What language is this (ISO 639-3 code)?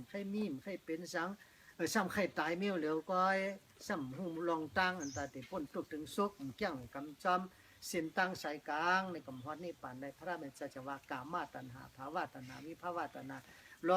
shn